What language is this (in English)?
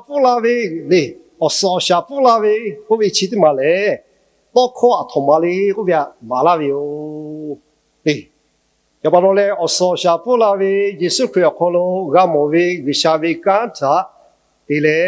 Lahu